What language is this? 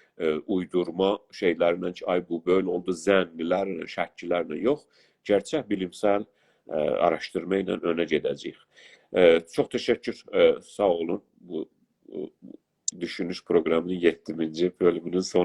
South Azerbaijani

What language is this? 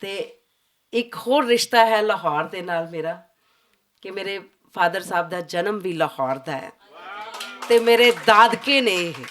Western Panjabi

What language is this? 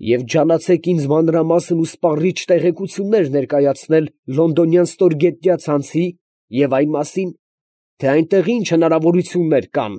Armenian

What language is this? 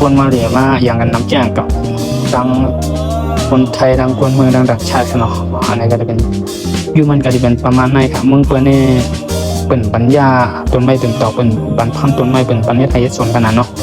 Shan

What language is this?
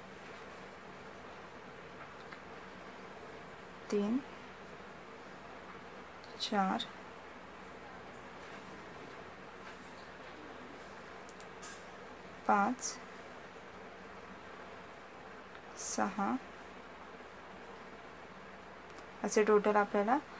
Marathi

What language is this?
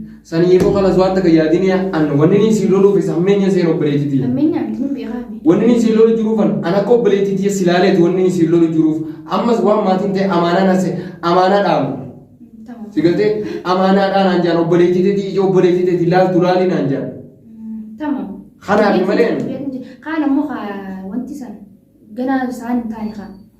Oromo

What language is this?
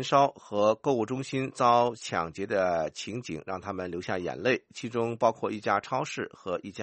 Chinese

